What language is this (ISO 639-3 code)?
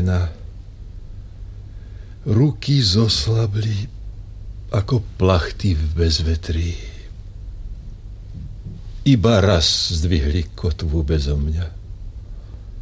slk